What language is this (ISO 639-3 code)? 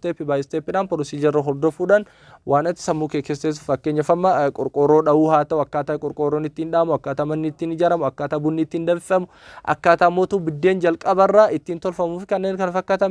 orm